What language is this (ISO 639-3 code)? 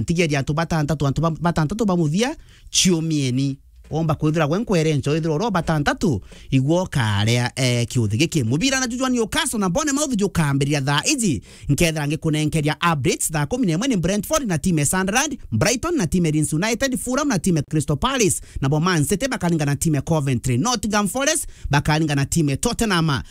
mer